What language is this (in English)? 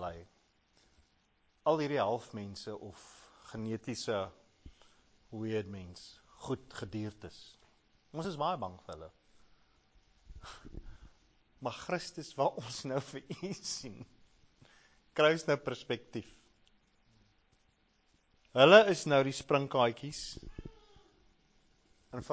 Afrikaans